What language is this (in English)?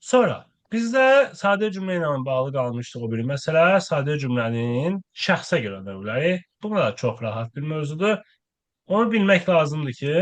Azerbaijani